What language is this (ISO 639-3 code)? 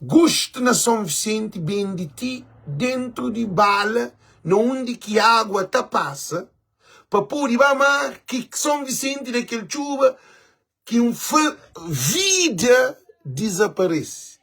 kea